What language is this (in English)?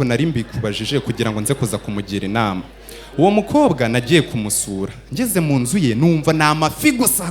Kinyarwanda